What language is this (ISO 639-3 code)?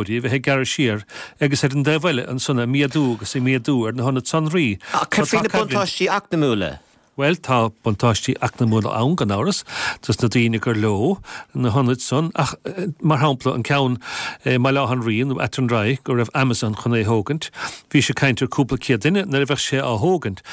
gle